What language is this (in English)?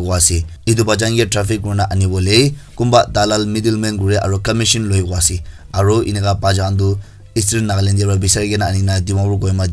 Naga Pidgin